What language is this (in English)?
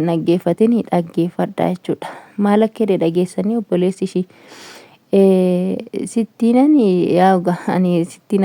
Oromo